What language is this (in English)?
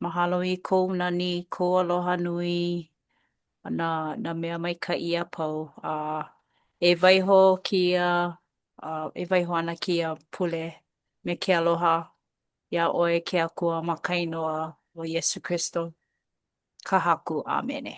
Hawaiian